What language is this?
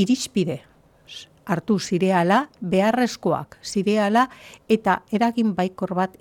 Basque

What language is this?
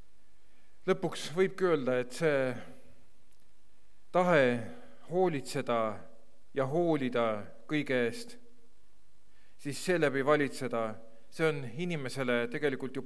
Estonian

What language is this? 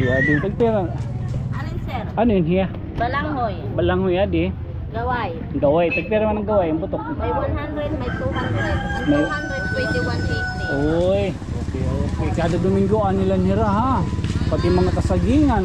Waray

